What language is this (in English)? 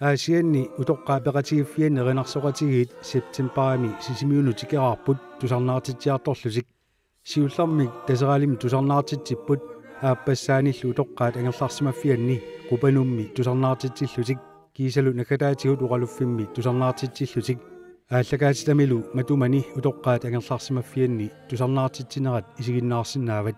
Kalaallisut